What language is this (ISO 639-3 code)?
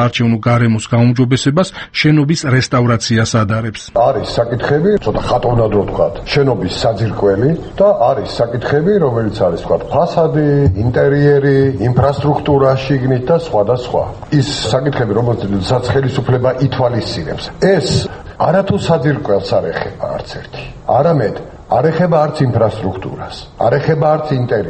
kat